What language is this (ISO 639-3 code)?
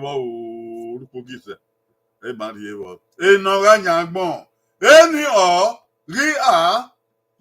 bin